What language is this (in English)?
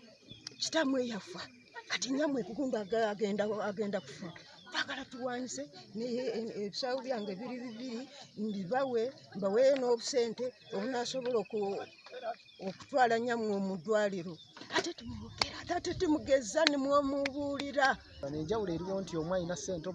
Nyankole